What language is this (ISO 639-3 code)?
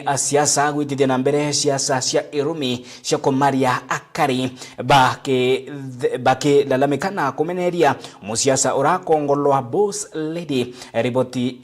mer